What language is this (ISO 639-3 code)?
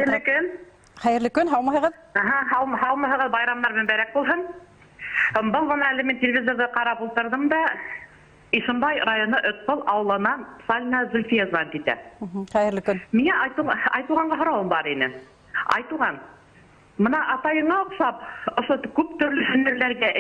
bak